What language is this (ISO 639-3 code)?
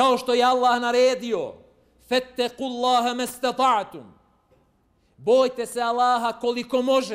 bos